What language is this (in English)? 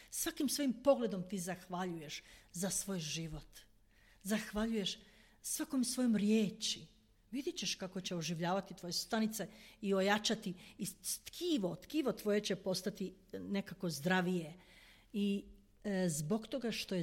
Croatian